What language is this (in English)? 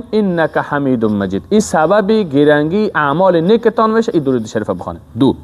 Persian